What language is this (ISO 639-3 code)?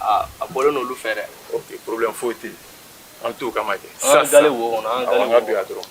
bam